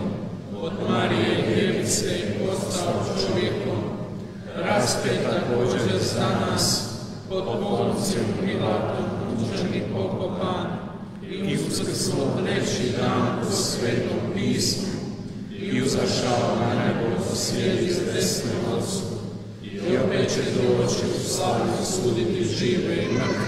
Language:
Croatian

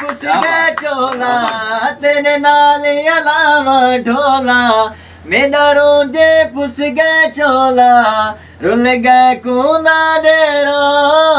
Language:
Saraiki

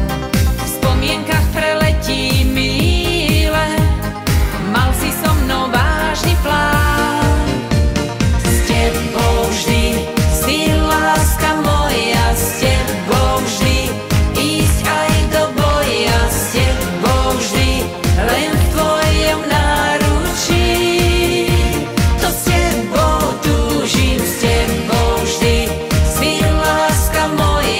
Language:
Slovak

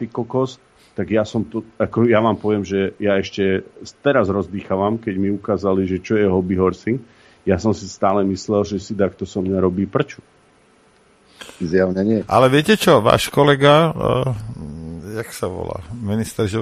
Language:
Slovak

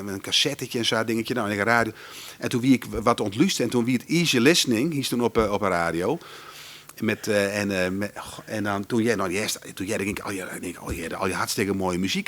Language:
Western Frisian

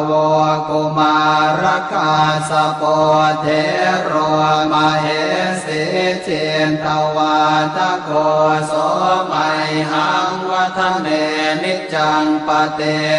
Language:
Pali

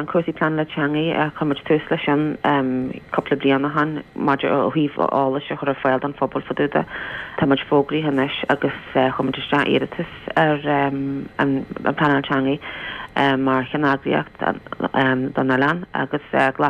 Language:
Irish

